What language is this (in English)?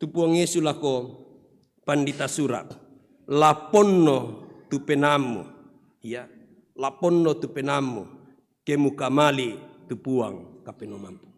Toraja-Sa'dan